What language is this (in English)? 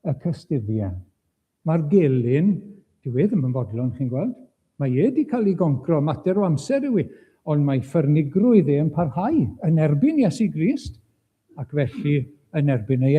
Welsh